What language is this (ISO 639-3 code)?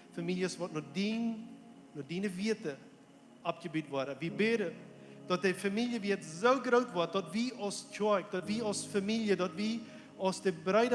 pdt